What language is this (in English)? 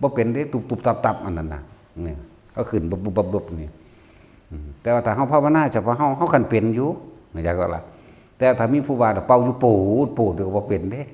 Northeastern Thai